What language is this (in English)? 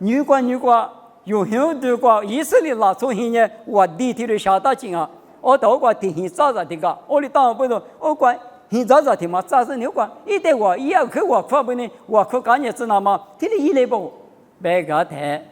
Lisu